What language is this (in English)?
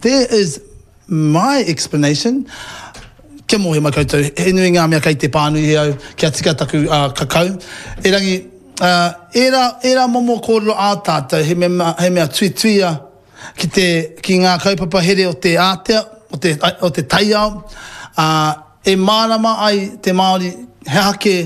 Māori